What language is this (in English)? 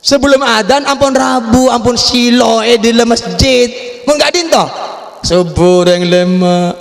Madurese